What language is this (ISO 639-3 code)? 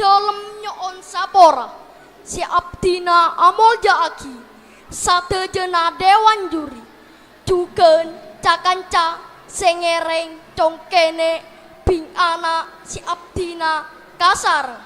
mad